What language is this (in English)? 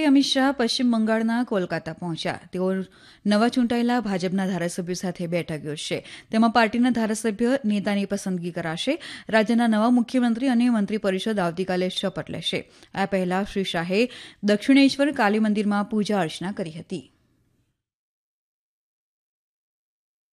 Gujarati